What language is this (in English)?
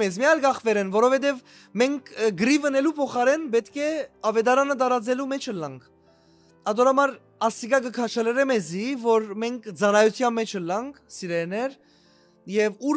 Western Armenian